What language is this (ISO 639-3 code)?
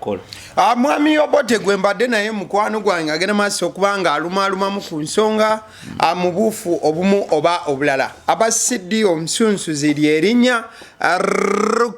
lug